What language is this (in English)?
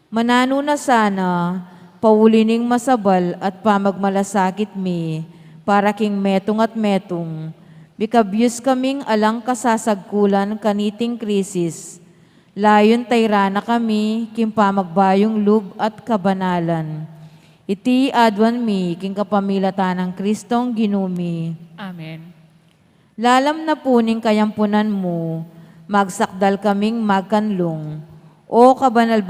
Pampanga